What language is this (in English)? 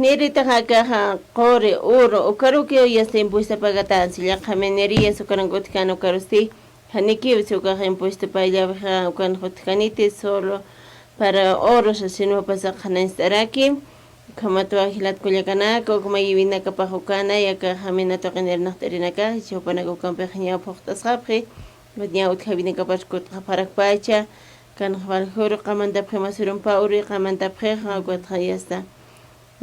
Aymara